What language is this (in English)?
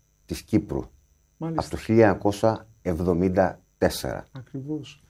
Greek